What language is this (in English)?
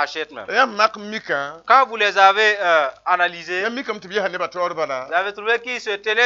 Mossi